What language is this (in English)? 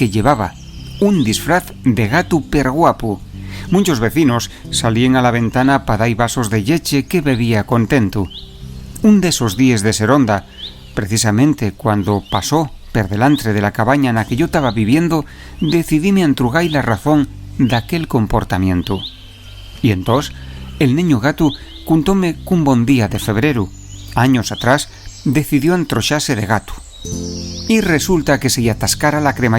Asturian